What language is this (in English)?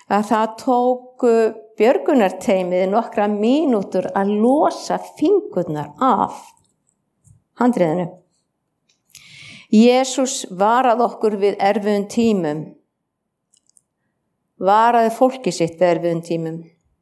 Icelandic